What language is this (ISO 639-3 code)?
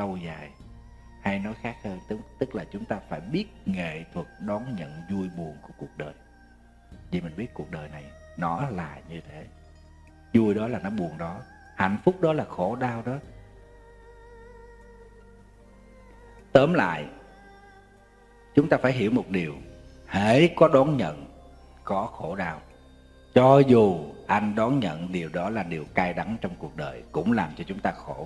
vie